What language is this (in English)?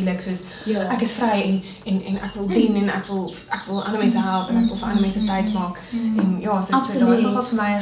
Afrikaans